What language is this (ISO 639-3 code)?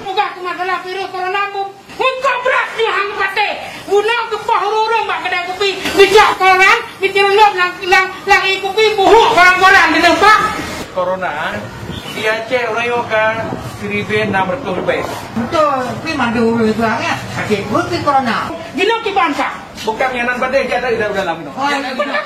ace